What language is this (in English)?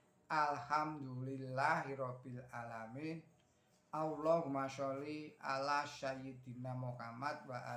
Javanese